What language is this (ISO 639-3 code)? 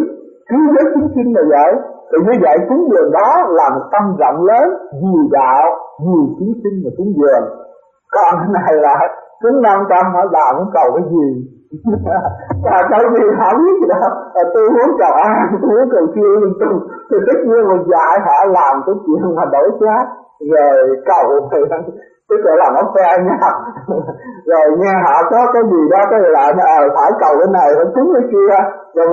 vie